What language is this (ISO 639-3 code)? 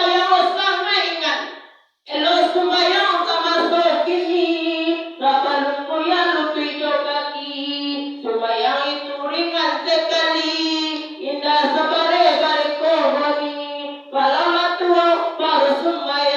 min